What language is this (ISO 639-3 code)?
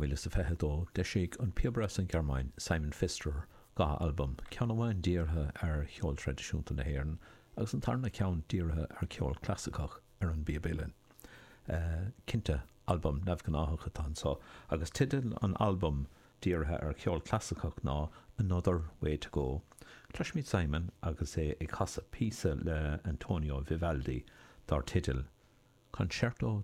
gle